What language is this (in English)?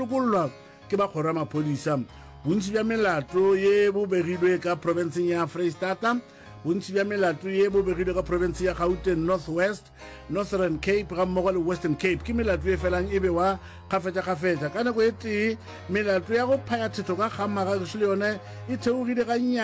Northern Sotho